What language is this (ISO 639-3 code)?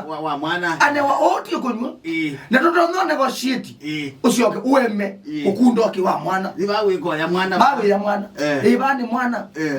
kam